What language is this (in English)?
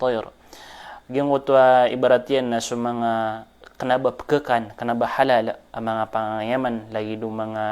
Maranao